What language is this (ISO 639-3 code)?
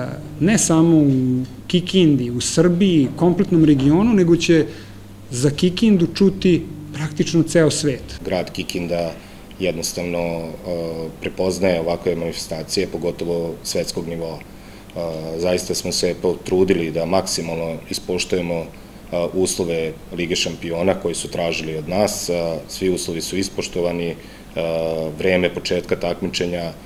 srp